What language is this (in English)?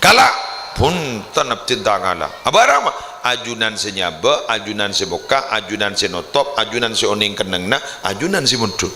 Madurese